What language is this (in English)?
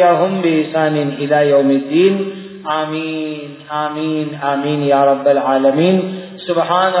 Urdu